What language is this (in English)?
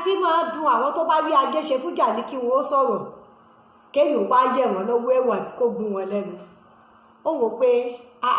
Yoruba